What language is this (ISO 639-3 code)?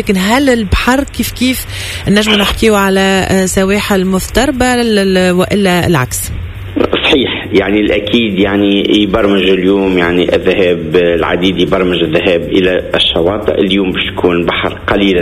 aeb